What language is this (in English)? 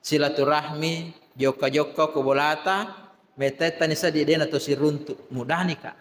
Buginese